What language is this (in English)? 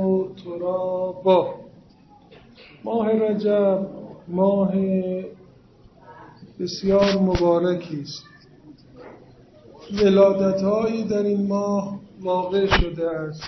Persian